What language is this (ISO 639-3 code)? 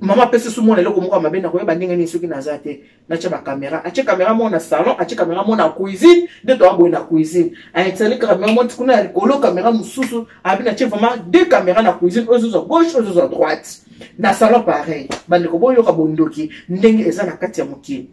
lin